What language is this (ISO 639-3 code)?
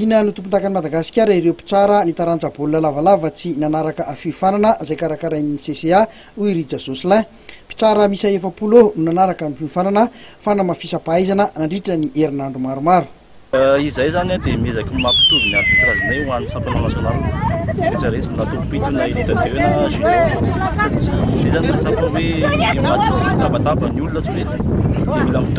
mlg